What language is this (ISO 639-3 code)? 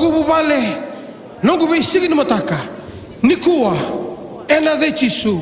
fij